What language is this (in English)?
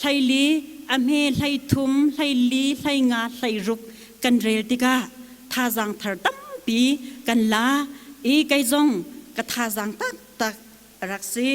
Hakha Chin